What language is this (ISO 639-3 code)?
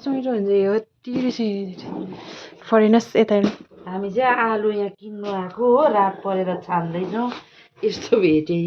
nep